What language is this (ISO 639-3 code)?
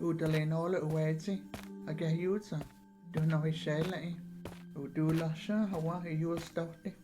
chr